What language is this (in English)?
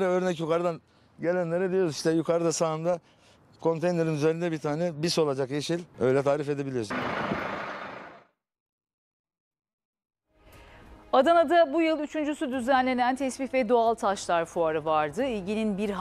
Turkish